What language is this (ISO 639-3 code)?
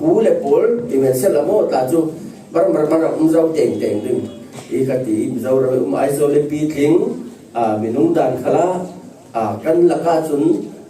cfm